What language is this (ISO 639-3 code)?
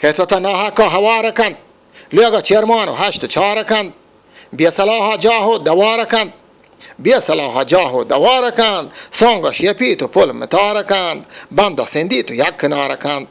bgp